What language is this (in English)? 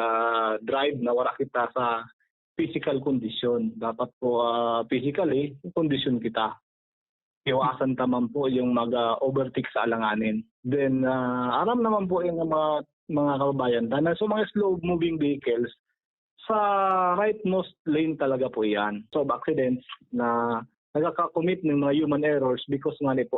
Bikol